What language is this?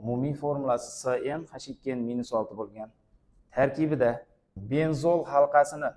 Uzbek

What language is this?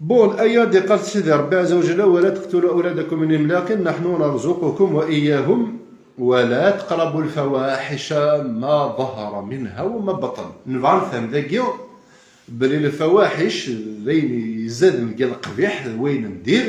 Kabyle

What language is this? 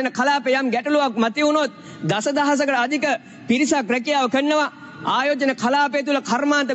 Sinhala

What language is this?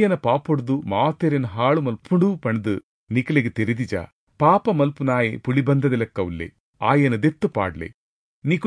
Tulu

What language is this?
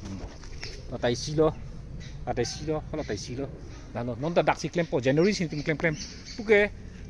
Karbi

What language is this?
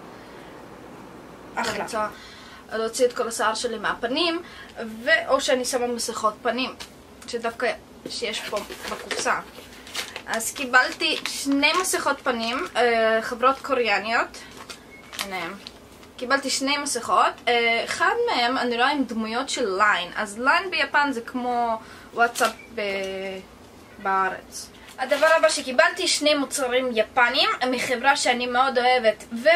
Hebrew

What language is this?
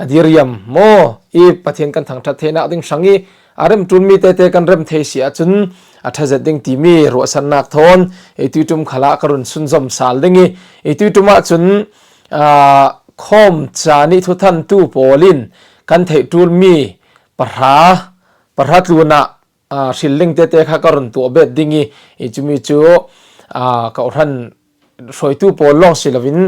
Falam Chin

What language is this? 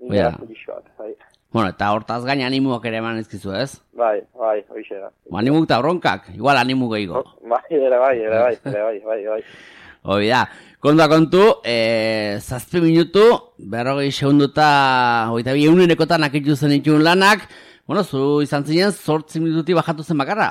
Basque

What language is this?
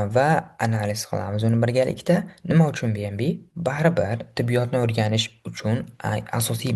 Uzbek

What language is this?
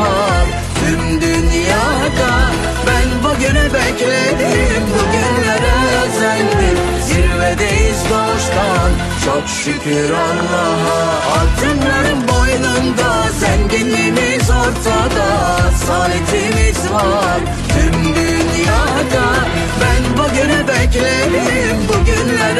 Turkish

